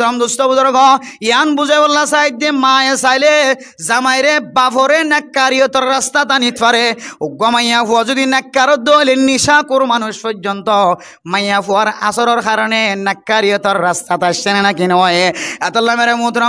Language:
Rohingya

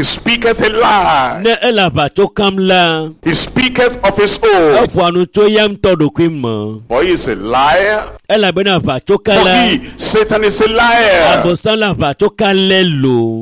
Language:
Ewe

